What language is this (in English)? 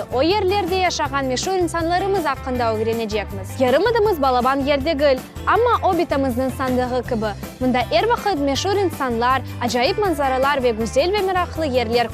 Crimean Tatar